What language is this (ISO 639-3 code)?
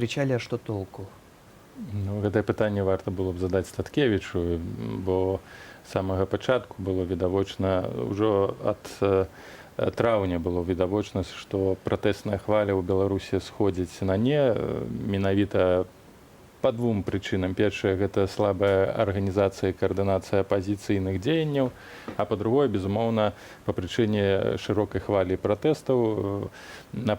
bel